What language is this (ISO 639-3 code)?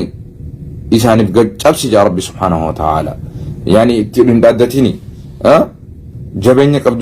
orm